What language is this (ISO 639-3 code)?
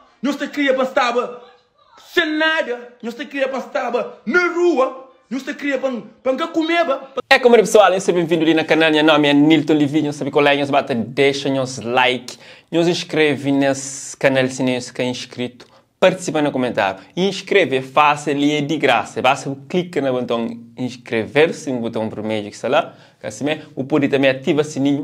kea